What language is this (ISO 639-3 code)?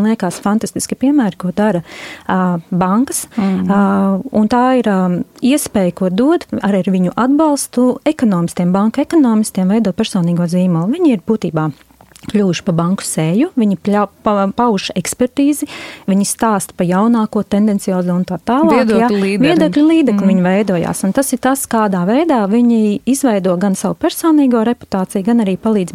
lav